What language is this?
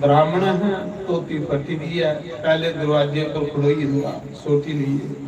Dogri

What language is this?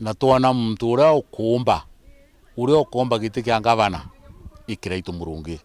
Meru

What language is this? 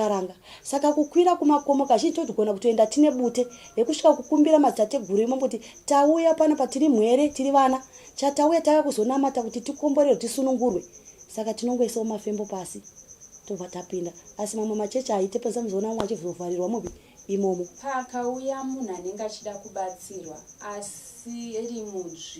Shona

